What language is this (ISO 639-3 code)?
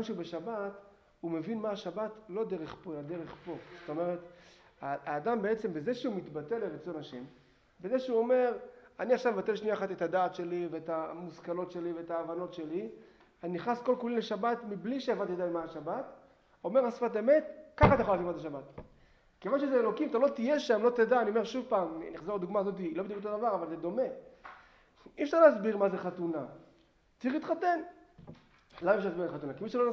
heb